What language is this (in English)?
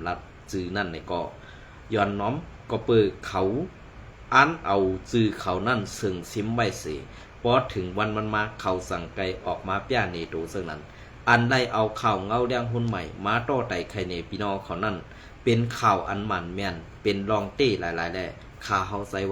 Shan